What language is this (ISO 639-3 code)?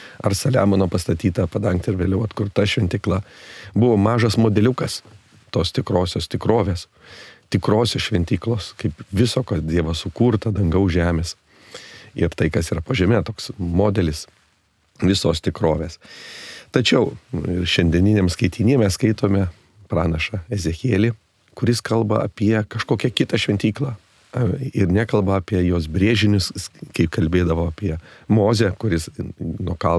lit